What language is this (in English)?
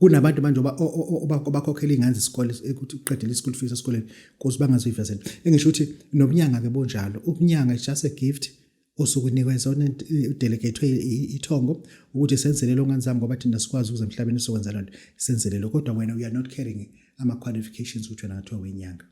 Zulu